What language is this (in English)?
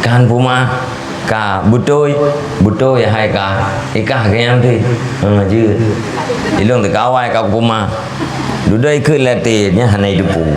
Achinese